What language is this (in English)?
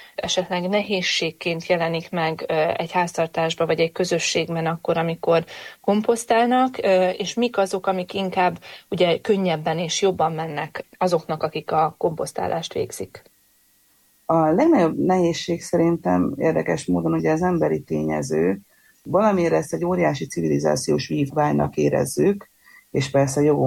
Hungarian